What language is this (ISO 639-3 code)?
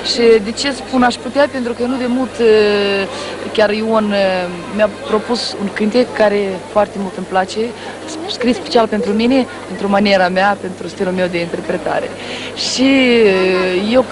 ron